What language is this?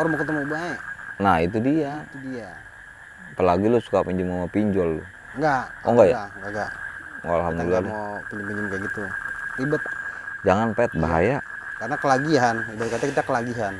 Betawi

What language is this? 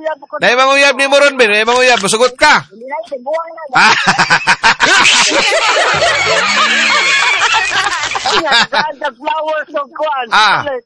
Cebuano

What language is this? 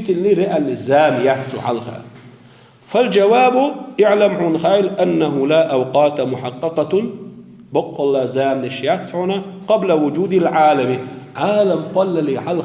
Chechen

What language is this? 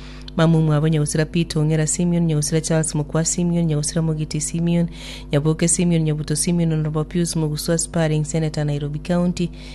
Gusii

